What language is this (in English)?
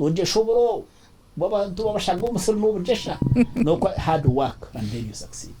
Nyankole